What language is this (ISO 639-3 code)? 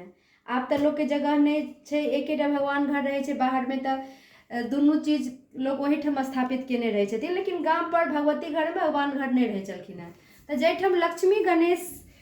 mai